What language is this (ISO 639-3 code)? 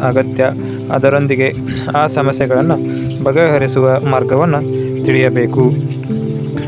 kan